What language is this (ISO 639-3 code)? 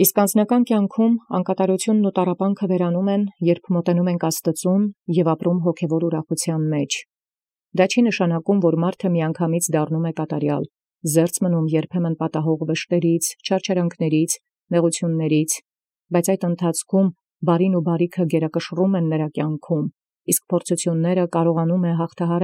hye